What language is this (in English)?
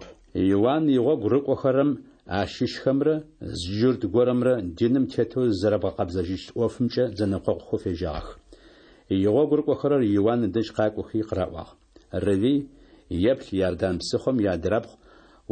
Adyghe